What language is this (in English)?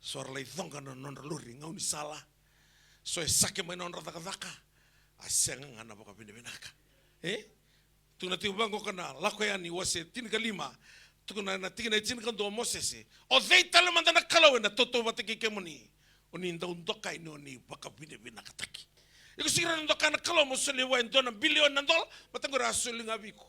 Fijian